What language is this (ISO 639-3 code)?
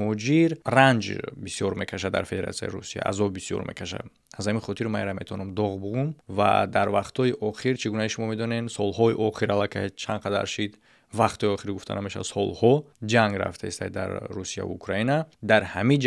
tgk